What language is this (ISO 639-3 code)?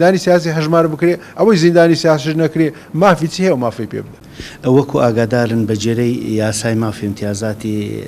ckb